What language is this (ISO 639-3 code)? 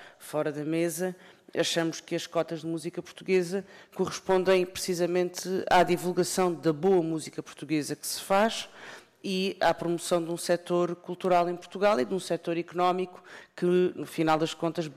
por